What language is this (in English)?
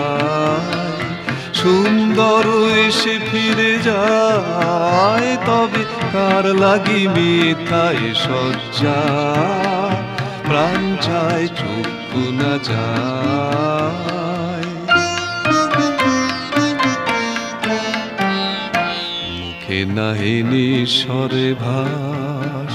Bangla